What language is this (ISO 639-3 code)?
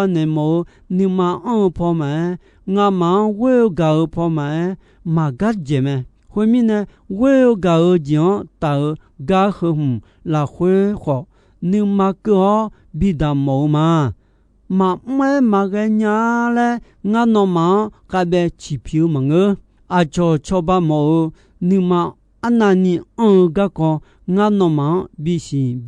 ahk